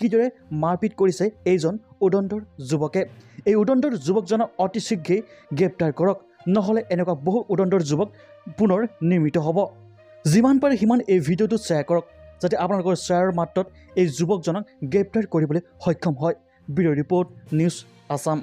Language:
Assamese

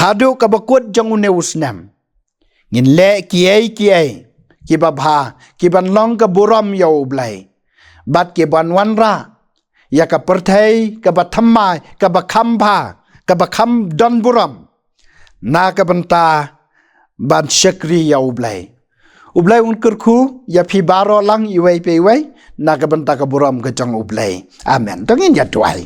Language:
Khasi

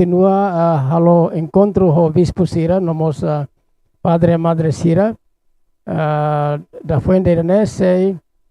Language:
Tetum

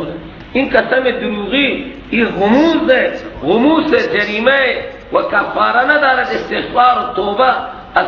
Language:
Persian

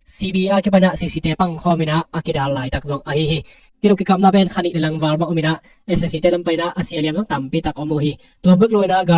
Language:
Tedim Chin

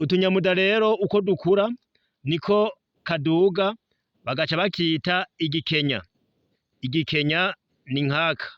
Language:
Rundi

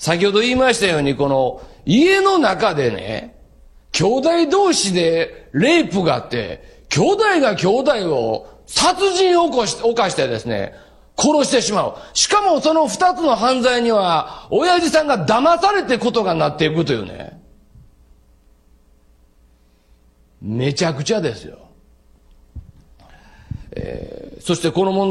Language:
Japanese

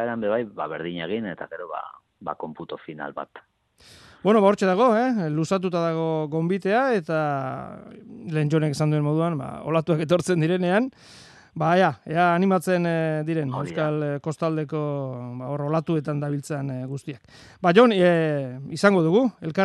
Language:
Basque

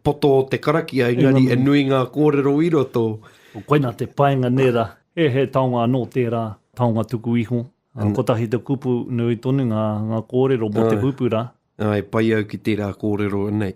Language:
Māori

